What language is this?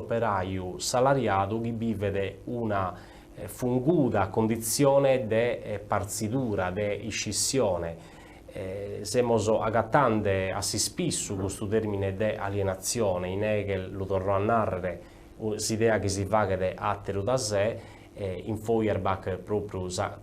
Sardinian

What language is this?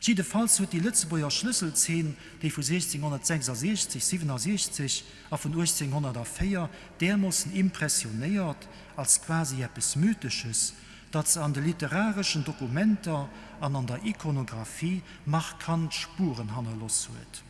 Luxembourgish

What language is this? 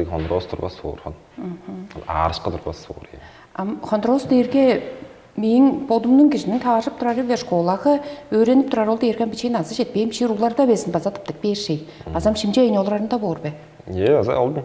Tuvinian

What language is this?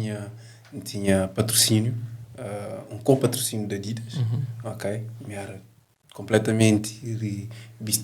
Kabuverdianu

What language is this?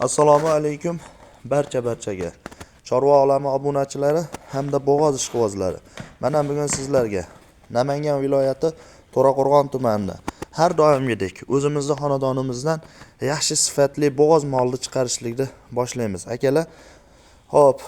Uzbek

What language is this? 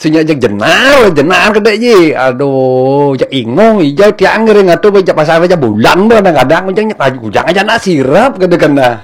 Balinese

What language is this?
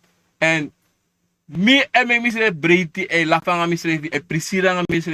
Sranan Tongo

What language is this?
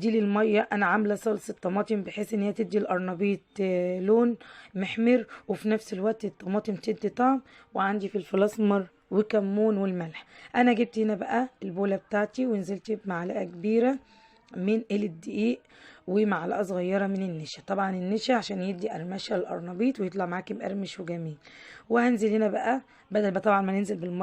Egyptian Arabic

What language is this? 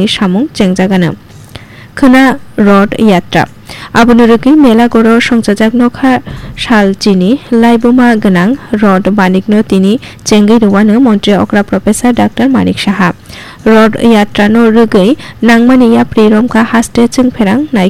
Kok Borok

